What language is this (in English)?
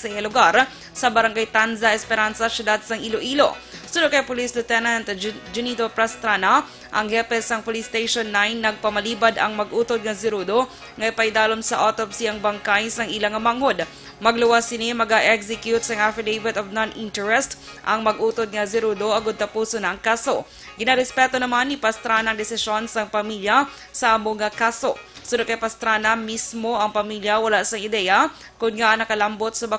Hiligaynon